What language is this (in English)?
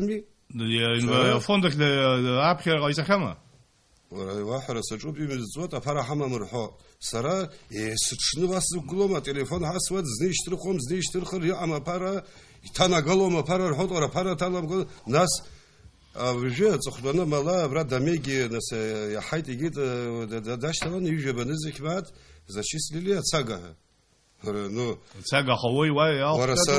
Abkhazian